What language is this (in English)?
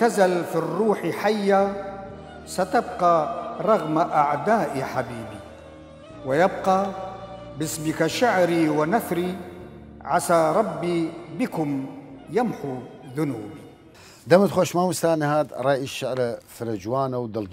Southern Kurdish